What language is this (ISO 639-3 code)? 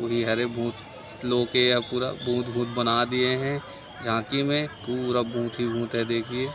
hne